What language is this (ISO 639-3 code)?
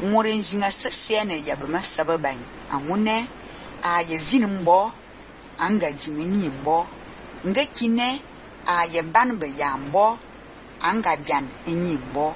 fan